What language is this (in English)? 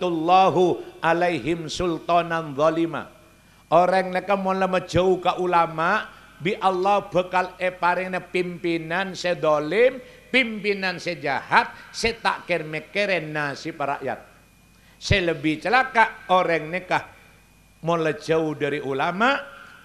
Madurese